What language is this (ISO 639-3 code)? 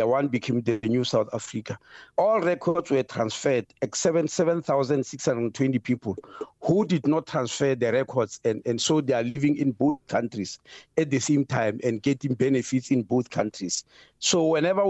eng